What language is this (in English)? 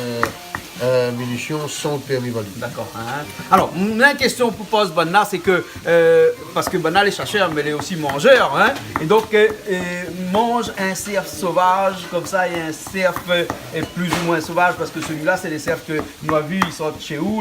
Réunion Creole French